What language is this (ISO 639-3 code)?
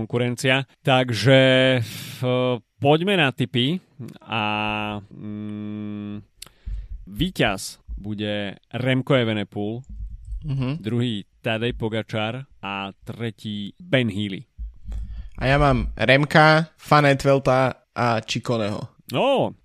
slk